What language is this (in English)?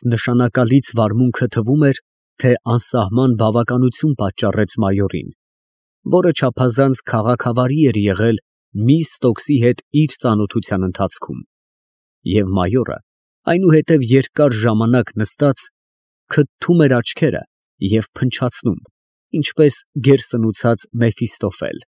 Armenian